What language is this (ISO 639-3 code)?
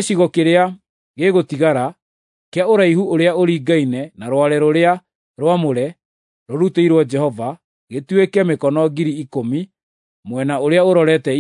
kik